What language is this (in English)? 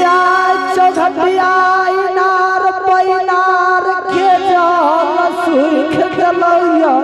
Angika